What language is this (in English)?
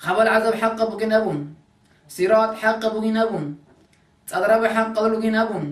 Avaric